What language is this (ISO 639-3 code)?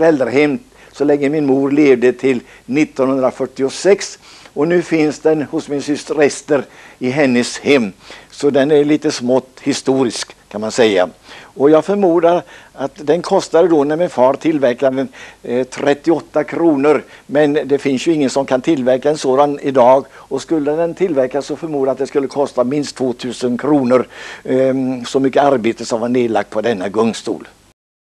swe